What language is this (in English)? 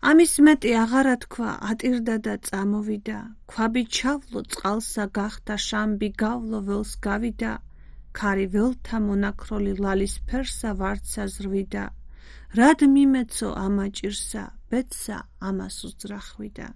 Georgian